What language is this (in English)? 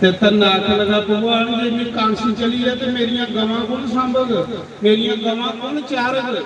Dogri